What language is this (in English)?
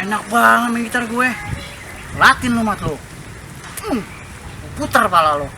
Betawi